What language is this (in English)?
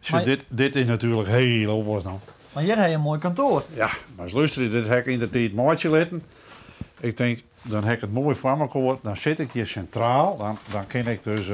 Western Frisian